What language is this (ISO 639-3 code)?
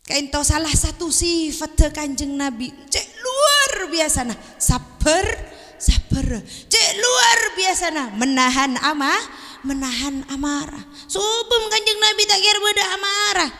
mad